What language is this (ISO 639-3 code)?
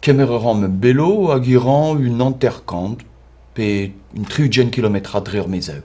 bre